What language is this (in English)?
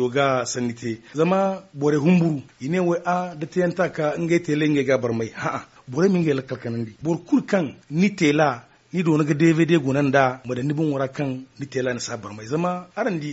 Zarma